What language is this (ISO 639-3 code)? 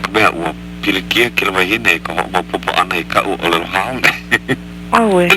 haw